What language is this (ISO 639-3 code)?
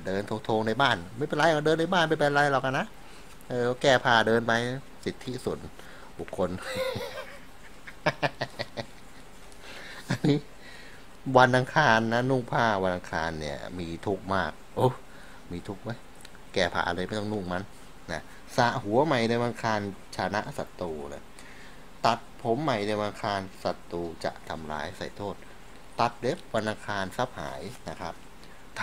tha